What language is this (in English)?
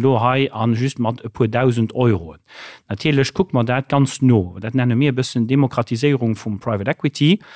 Luxembourgish